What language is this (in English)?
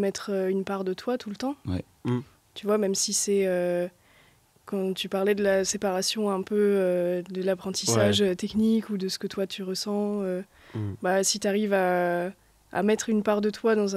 French